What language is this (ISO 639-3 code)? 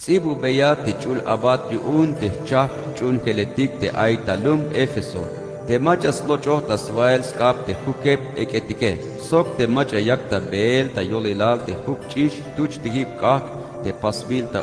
tzh